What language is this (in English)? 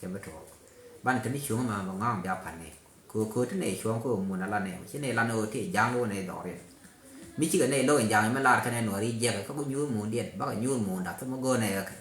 Nuer